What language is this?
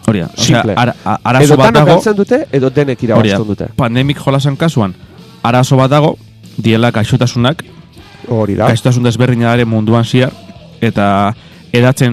Basque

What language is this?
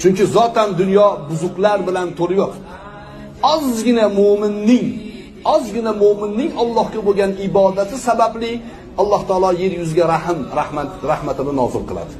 Uzbek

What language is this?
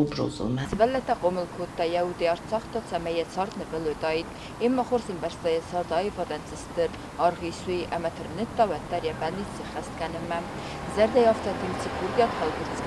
Ossetic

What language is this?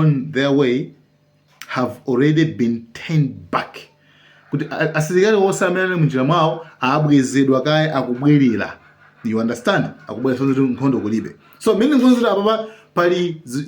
Nyanja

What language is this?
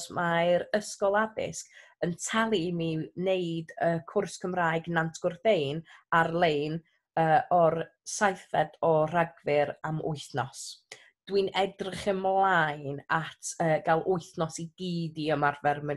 Welsh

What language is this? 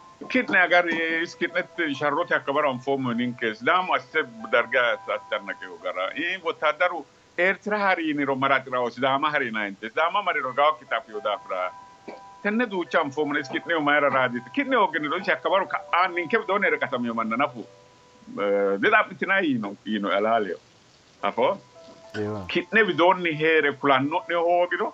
Sidamo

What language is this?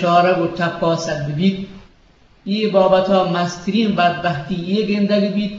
Eastern Balochi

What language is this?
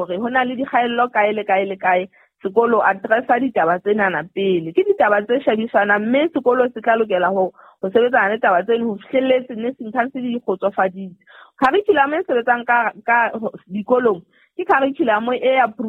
Southern Sotho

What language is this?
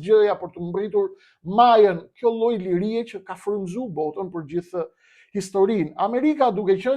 Albanian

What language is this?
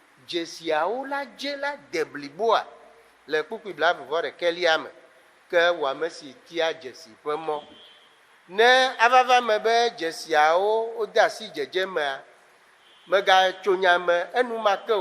Ewe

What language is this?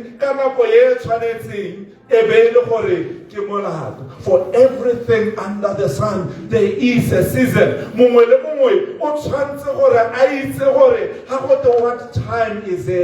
Tswana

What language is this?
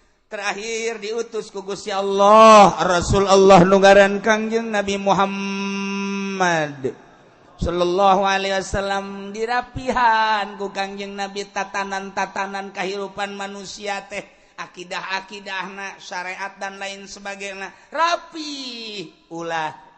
Sundanese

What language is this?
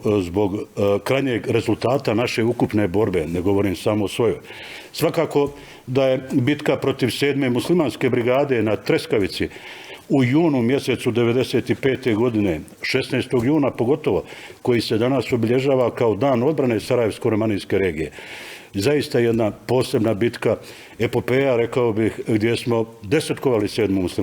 Bosnian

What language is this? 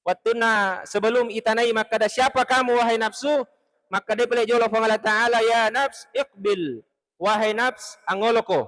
Buginese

